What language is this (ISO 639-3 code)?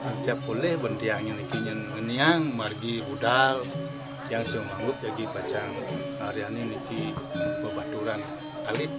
ban